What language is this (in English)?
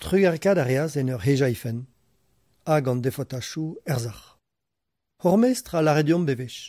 Breton